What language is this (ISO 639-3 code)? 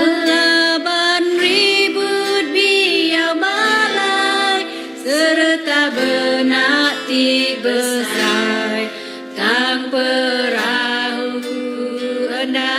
iba